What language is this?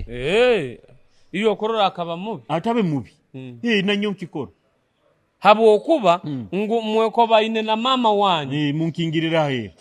Nyoro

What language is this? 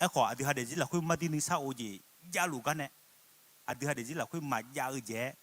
Akha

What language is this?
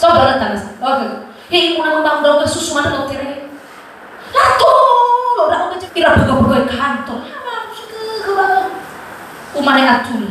Nias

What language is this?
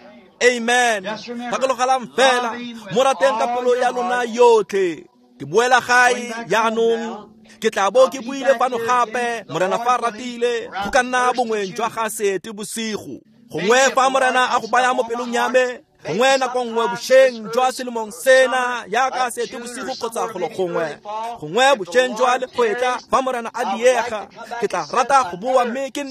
Tswana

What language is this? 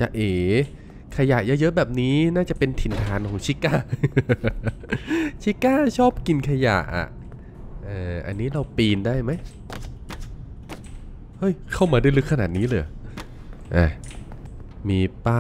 Thai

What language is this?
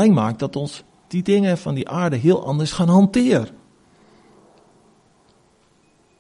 Afrikaans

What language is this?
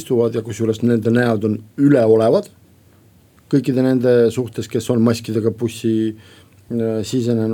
Estonian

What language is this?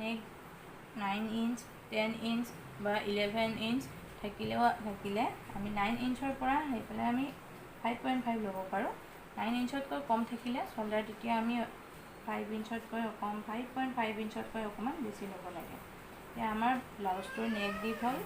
Assamese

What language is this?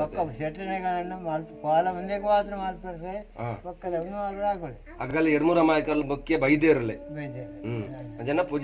Tulu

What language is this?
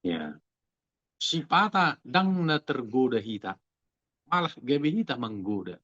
Batak Toba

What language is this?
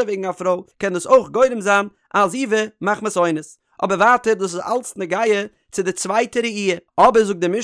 Yiddish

